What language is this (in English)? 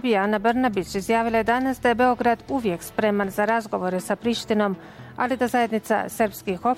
Bosnian